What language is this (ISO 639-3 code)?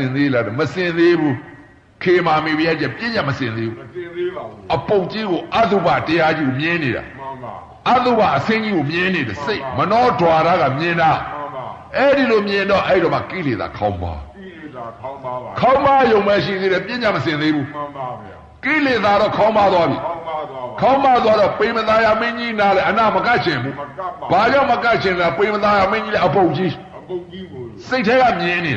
mya